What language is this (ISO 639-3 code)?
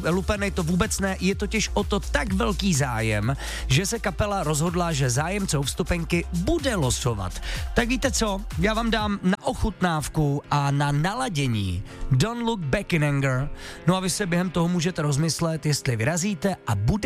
ces